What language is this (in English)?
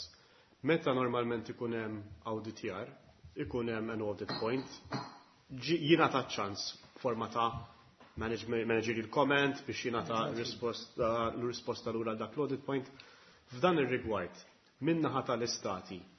Maltese